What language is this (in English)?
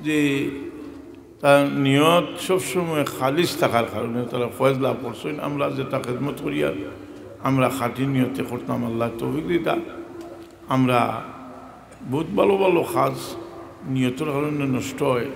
Sylheti